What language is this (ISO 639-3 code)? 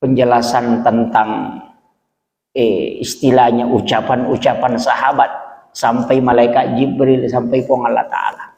bug